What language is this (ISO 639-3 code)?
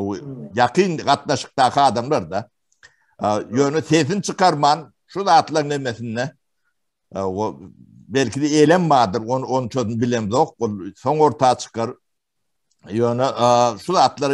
tuk